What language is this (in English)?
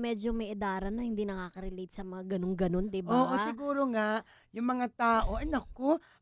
Filipino